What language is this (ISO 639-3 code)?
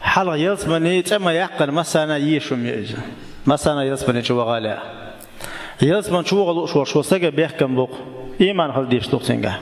che